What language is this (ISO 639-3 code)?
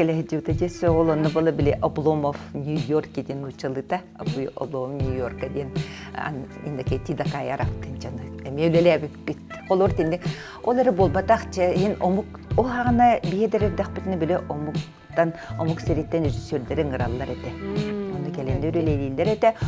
sah